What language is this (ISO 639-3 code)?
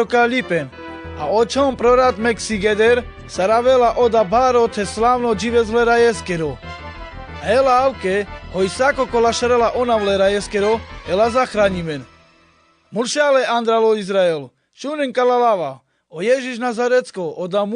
rmc